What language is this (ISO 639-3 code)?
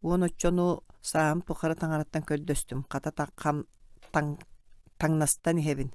sah